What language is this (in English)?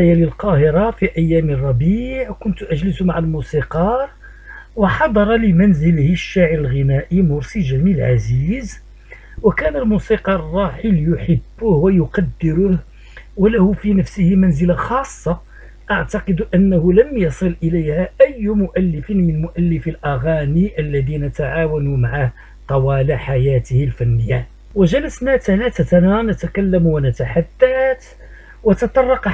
Arabic